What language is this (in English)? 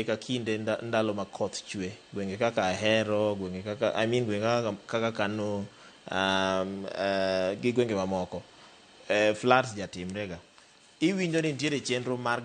Luo (Kenya and Tanzania)